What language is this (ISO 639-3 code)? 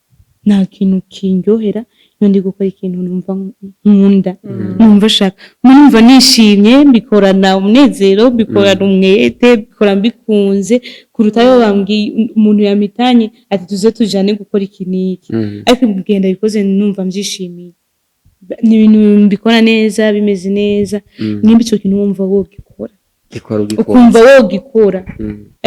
run